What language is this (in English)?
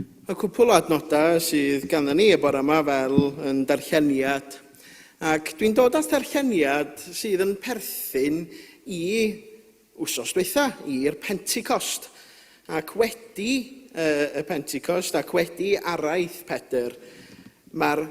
Welsh